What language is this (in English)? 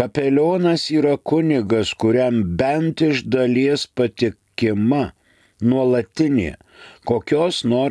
Lithuanian